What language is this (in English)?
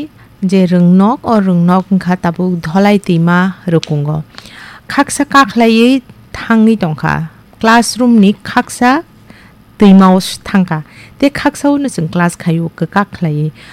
Kok Borok